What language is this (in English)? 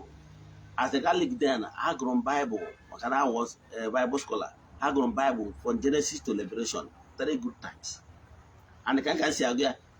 Igbo